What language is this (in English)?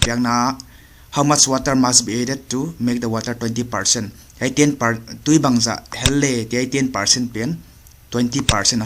Paite Chin